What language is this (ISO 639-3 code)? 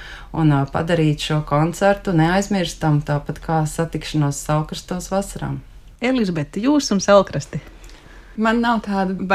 lav